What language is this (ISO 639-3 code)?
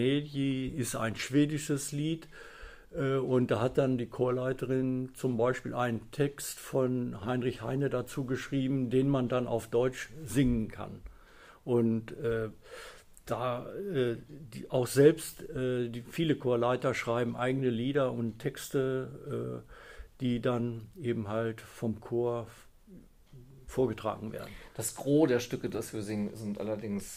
deu